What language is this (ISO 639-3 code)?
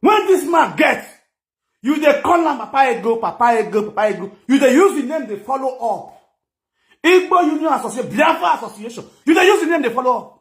pcm